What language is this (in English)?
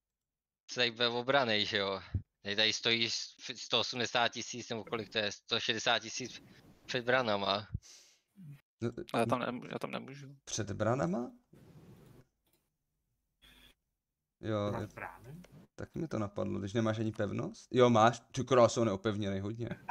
Czech